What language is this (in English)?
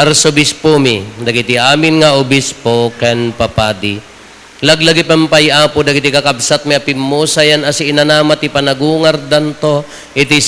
Iloko